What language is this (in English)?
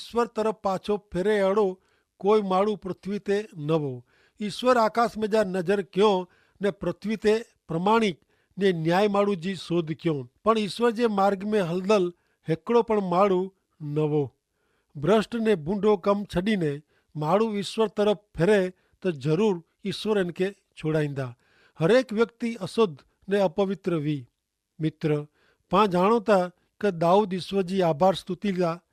Kachhi